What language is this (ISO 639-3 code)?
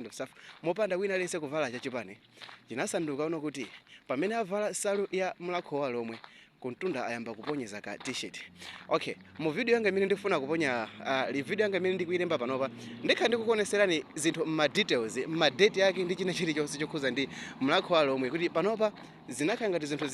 nya